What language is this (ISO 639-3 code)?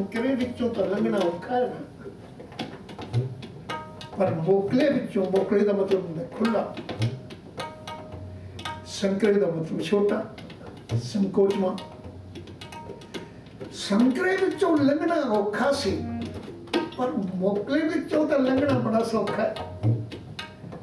pan